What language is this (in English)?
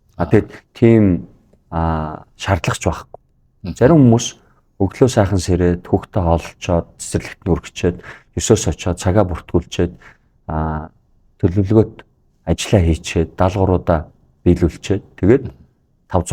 Mongolian